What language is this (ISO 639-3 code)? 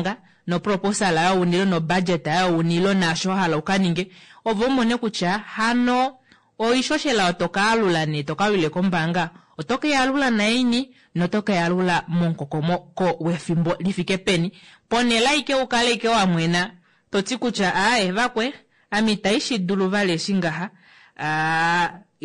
kua